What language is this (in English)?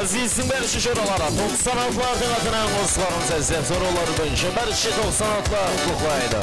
Kara-Kalpak